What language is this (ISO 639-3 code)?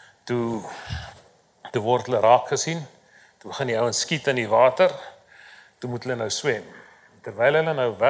afr